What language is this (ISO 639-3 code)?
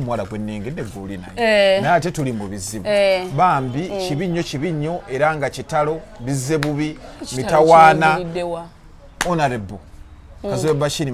lug